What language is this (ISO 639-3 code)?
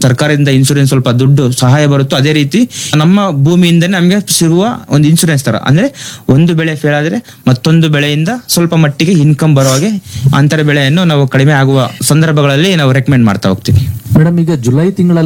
kan